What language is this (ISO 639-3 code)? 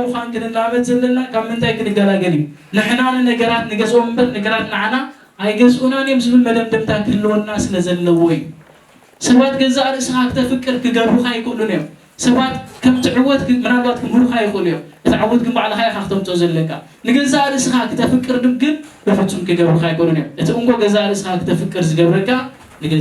tir